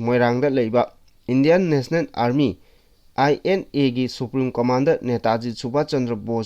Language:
Manipuri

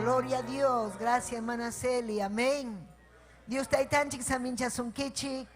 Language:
Ayacucho Quechua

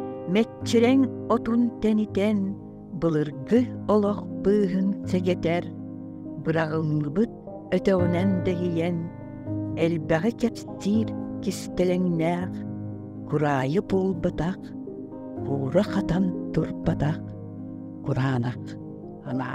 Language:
Yakut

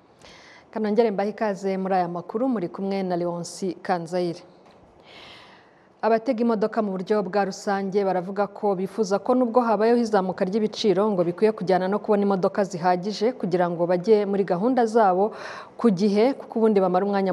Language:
Kinyarwanda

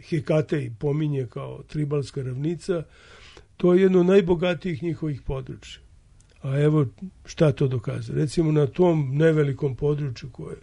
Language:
Serbian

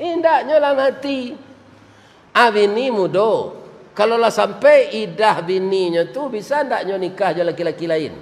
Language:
Minangkabau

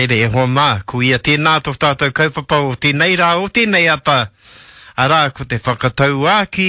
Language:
Māori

